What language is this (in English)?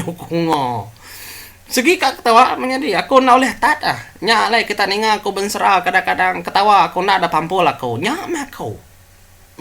Iban